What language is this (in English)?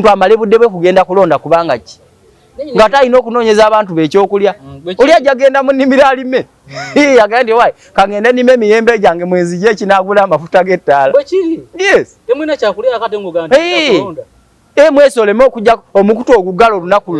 Ganda